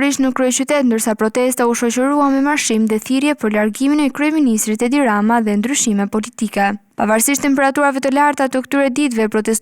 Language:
Albanian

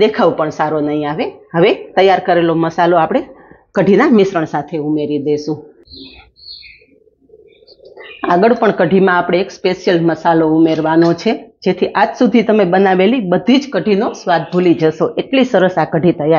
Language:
Gujarati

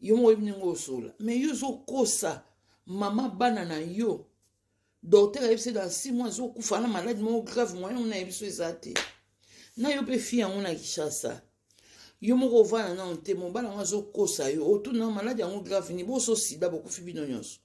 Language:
Lingala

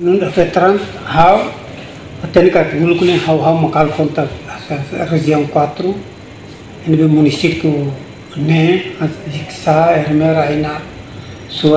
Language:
Tetum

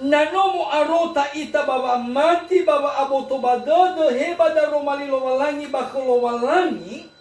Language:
Nias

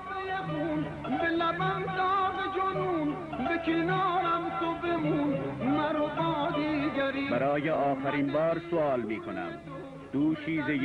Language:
Persian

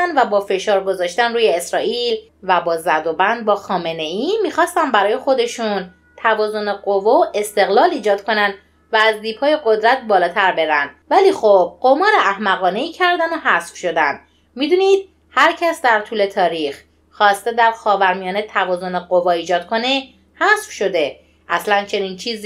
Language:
Persian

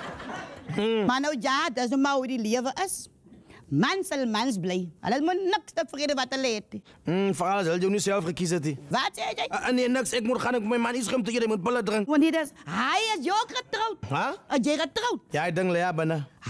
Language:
Afrikaans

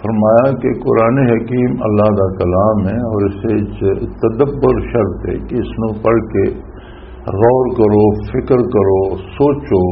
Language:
Western Panjabi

